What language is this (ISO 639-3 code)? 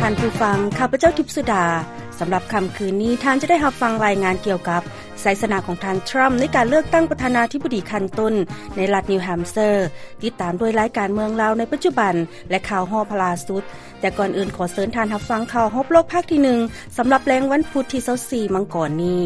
lao